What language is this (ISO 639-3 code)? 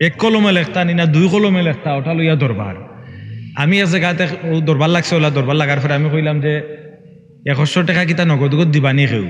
syl